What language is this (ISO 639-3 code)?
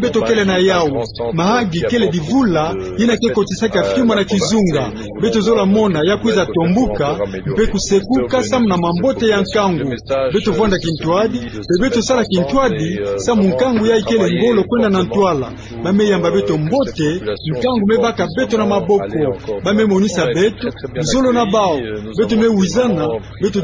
ktu